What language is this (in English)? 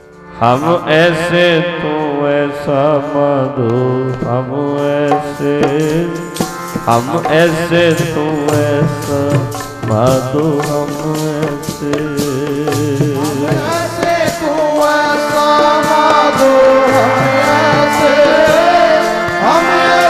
Punjabi